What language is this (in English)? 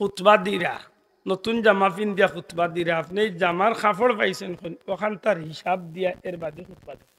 Sylheti